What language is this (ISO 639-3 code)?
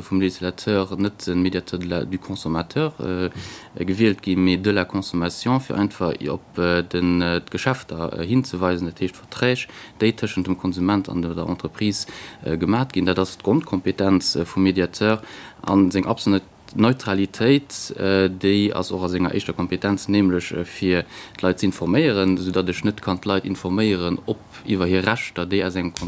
ltz